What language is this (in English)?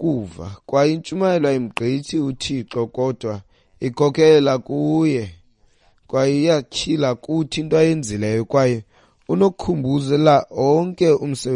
Xhosa